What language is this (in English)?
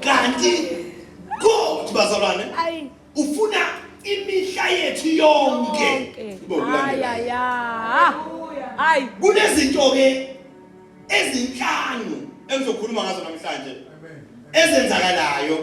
Zulu